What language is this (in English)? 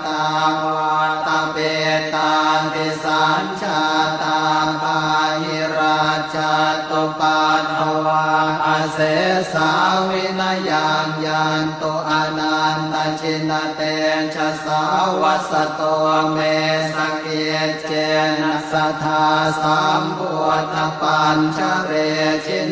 Pali